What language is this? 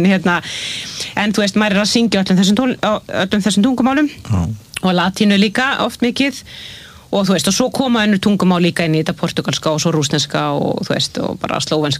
Icelandic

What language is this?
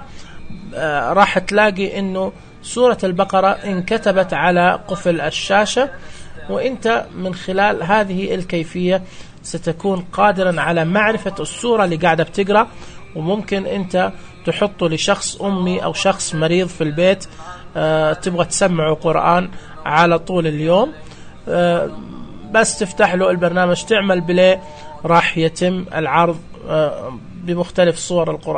Najdi Arabic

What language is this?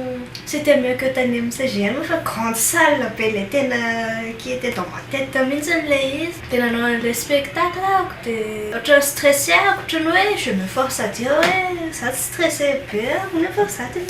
Malagasy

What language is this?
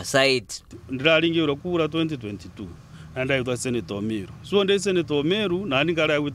Meru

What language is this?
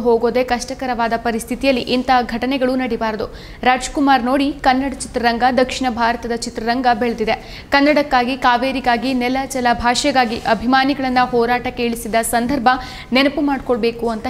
Kannada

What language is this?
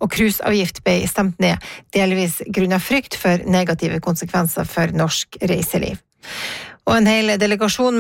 Norwegian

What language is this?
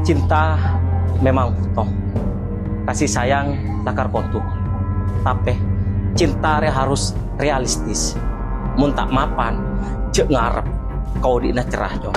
Madurese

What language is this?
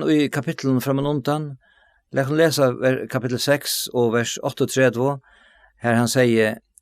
Faroese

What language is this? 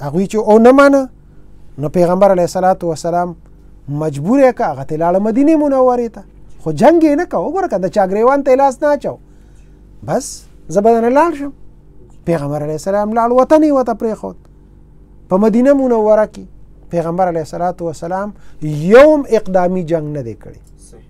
Pashto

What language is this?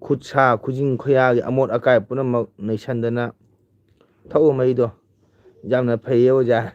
Manipuri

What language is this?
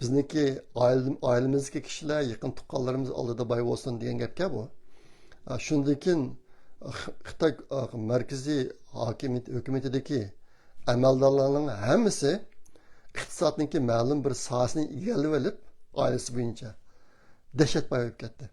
Uyghur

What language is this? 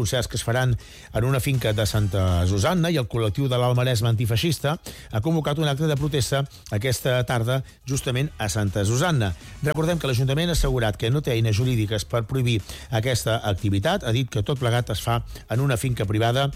Catalan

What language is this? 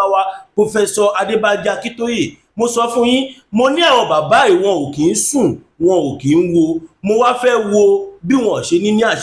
Yoruba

